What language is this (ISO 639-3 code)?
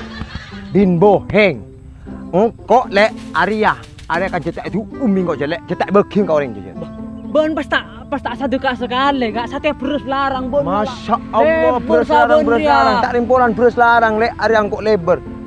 mad